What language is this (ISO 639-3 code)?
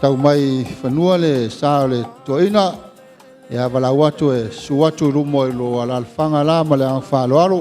smo